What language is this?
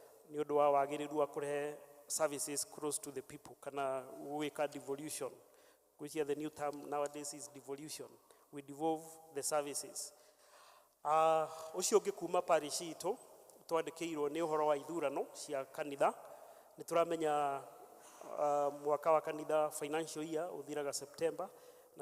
Kikuyu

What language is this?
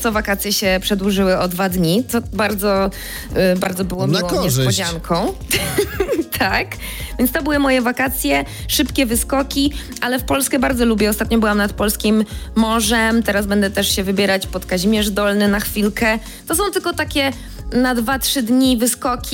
Polish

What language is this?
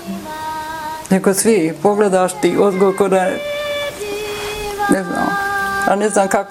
Bosnian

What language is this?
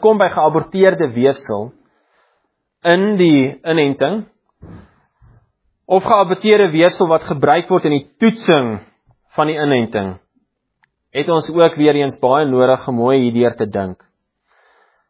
Afrikaans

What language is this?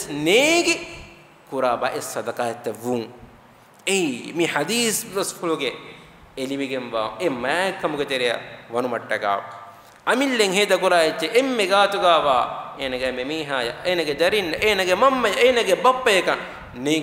Divehi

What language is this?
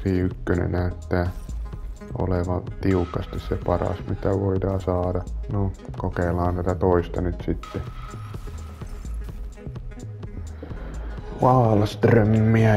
Finnish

